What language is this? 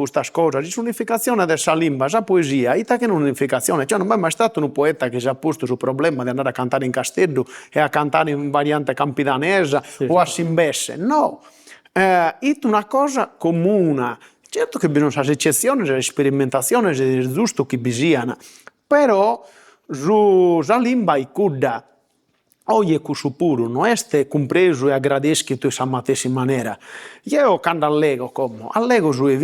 Sardinian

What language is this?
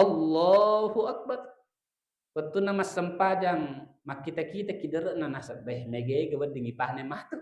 Buginese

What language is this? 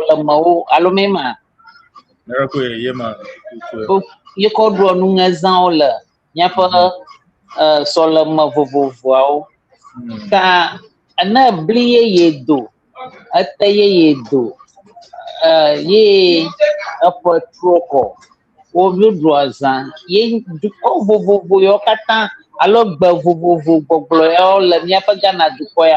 Ewe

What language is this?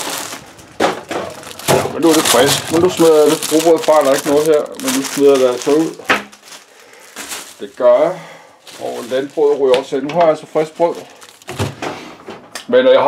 Danish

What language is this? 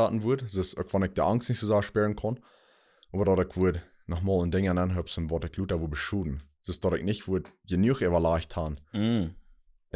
Plautdietsch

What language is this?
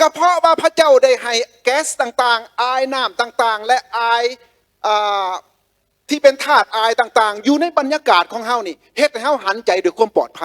Lao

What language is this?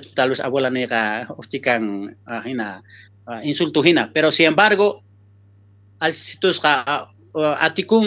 South Bolivian Quechua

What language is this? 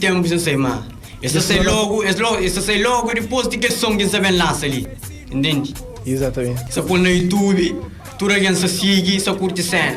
Kabuverdianu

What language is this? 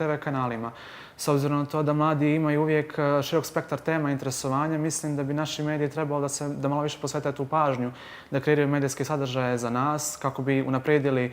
Bosnian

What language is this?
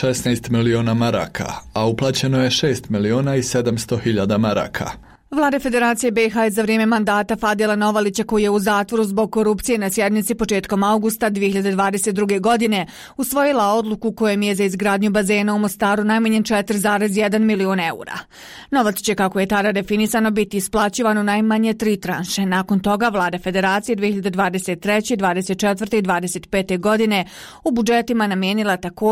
Bosnian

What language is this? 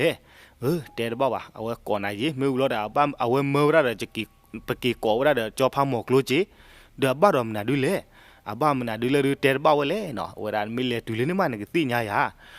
S'gaw Karen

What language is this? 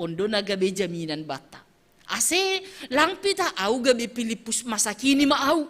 Batak Simalungun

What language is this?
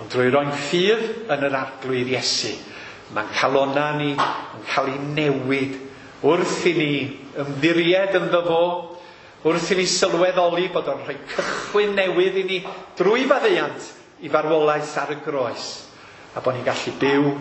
Welsh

